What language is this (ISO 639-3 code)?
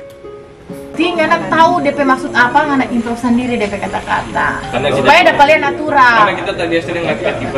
xmm